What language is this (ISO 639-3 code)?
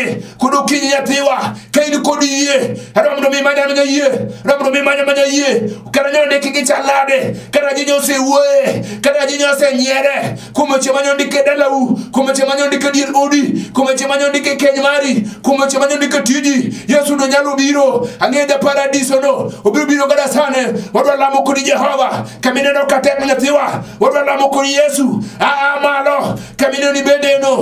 luo